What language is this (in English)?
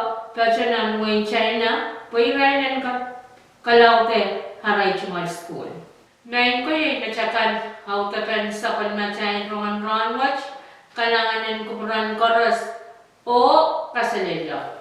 Pohnpeian